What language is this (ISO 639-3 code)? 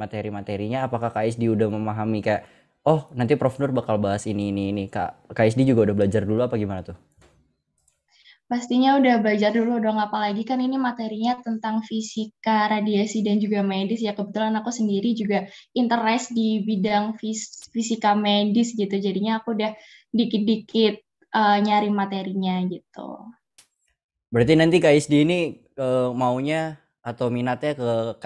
ind